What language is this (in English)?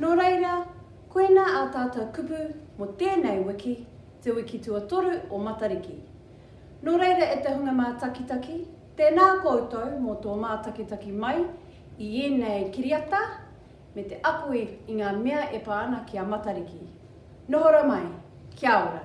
Māori